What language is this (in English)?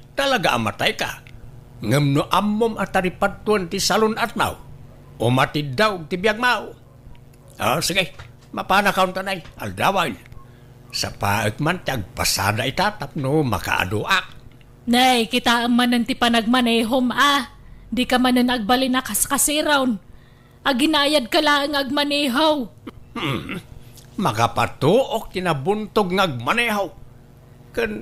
Iloko